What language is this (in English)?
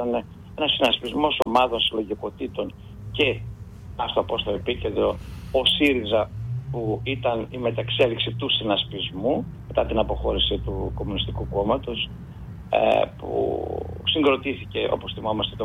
Greek